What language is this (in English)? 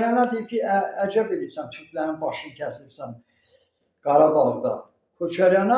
Azerbaijani